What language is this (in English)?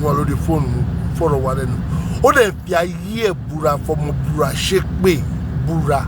Yoruba